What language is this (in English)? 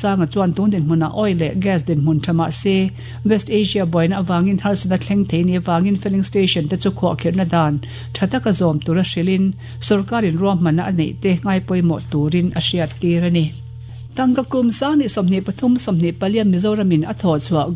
Mizo